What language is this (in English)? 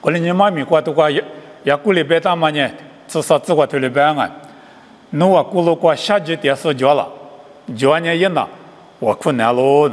Lisu